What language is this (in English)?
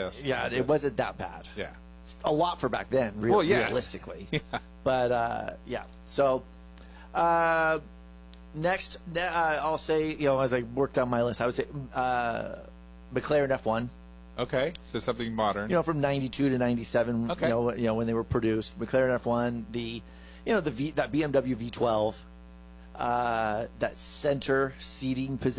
English